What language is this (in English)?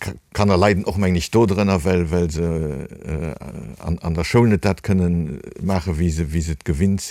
Luxembourgish